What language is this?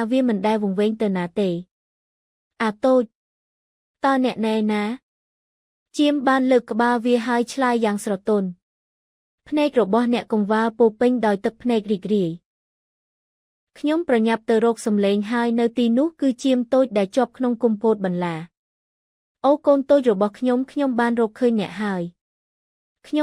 Khmer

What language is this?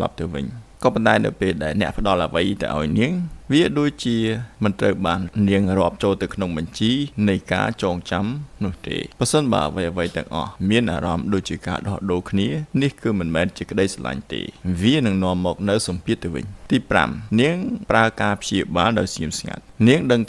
Khmer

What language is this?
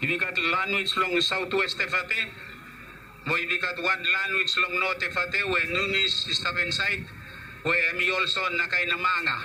Bislama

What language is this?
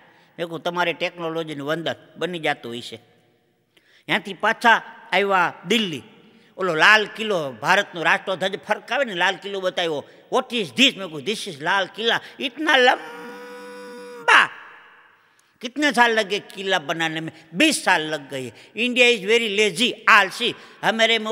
Gujarati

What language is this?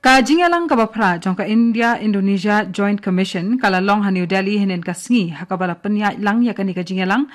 Khasi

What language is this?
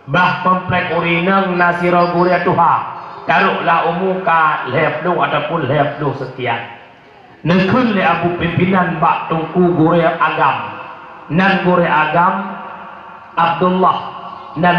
Achinese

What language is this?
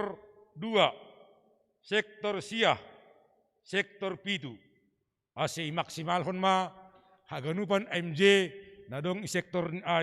Batak Simalungun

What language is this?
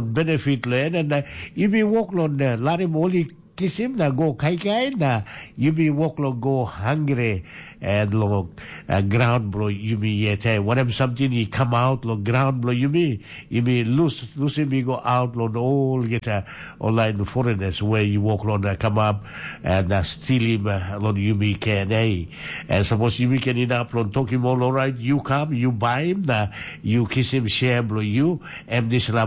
Tok Pisin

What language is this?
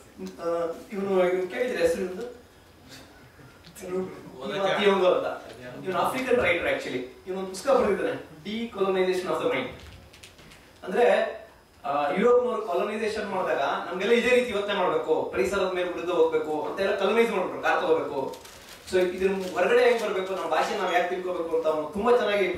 Kannada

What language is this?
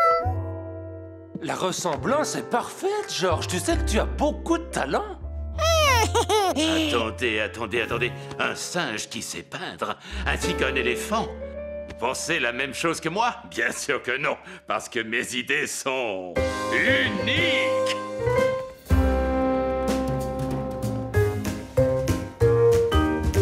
French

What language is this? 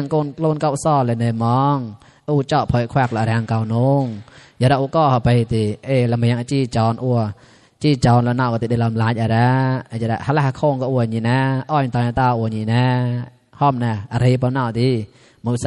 Mon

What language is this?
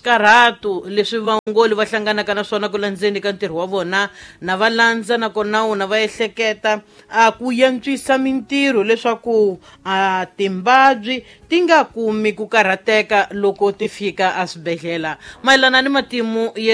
Tsonga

